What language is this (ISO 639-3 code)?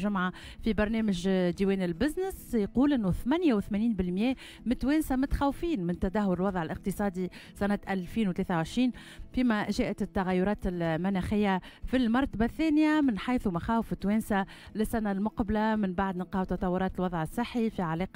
aeb